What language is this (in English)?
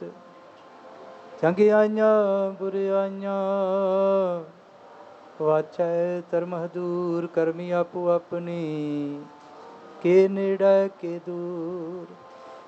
Punjabi